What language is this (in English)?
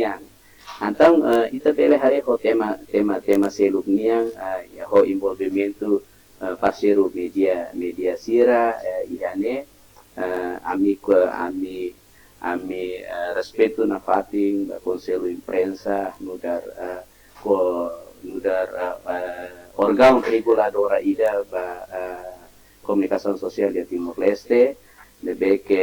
Tetum